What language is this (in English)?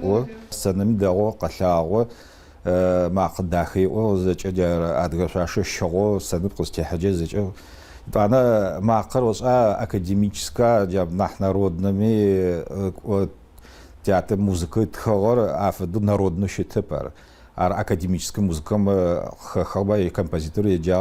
Adyghe